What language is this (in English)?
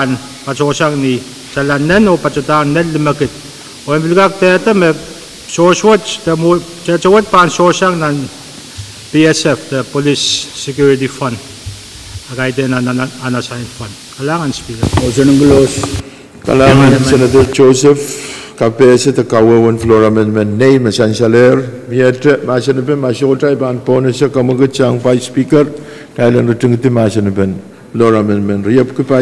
Pohnpeian